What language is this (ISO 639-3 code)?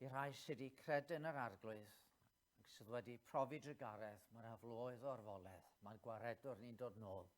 cym